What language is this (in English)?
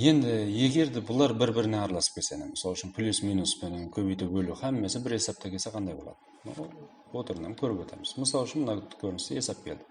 Kara-Kalpak